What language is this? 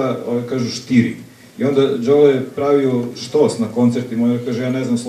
Serbian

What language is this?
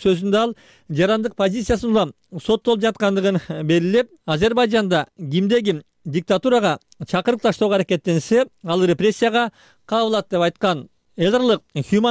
Kyrgyz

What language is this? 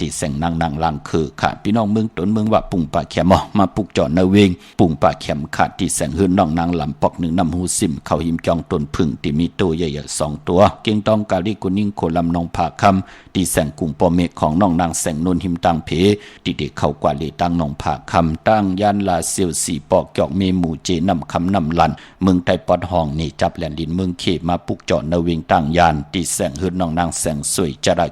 Shan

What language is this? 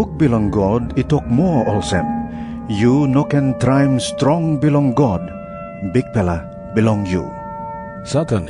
Tok Pisin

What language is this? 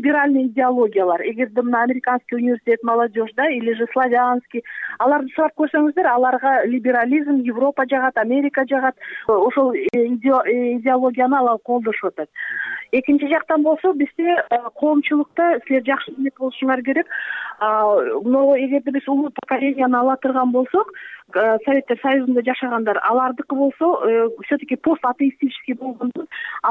Kyrgyz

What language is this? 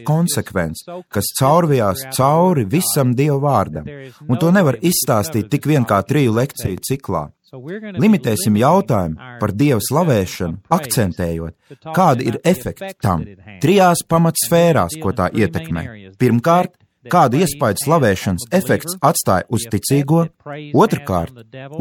Latvian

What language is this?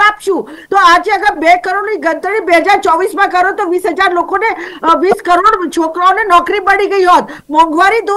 Gujarati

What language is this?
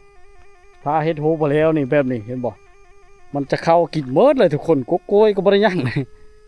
Lao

